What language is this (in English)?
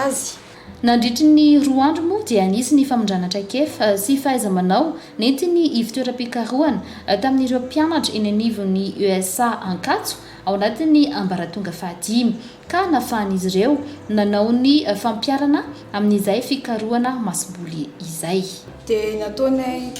Malagasy